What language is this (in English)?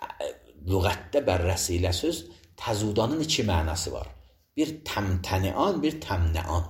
Azerbaijani